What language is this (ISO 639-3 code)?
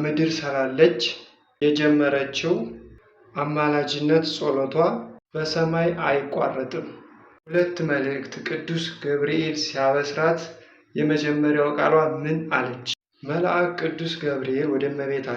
amh